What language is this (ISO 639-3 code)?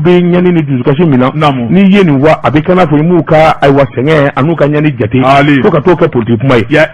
bam